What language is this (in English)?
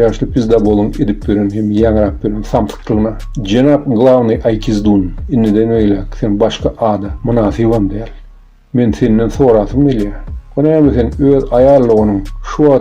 Turkmen